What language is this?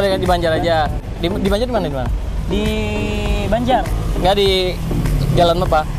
Banjar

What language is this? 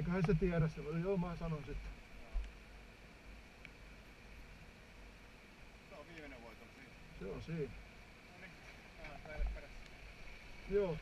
Finnish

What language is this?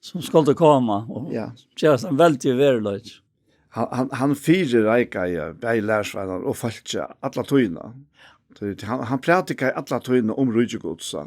Faroese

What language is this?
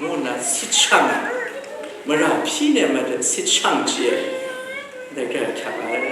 Kachin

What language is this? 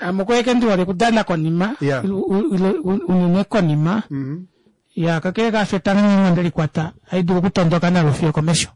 Kuanyama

